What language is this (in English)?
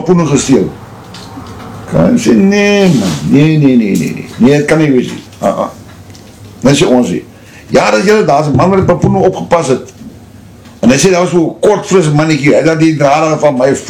Afrikaans